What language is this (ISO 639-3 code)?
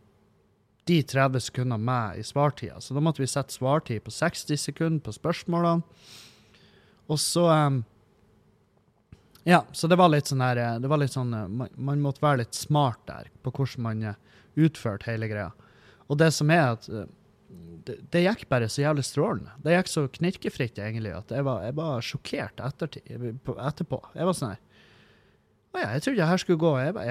nor